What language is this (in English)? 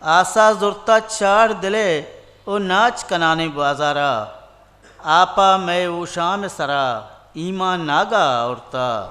Eastern Balochi